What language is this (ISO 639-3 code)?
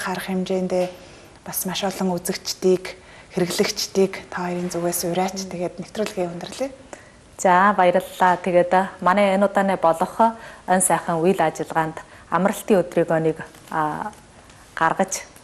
mon